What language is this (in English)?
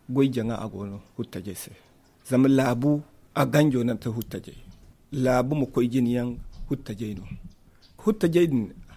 Zarma